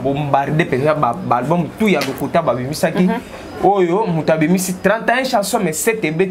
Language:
Lingala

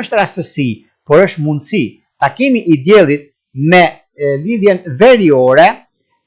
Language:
Albanian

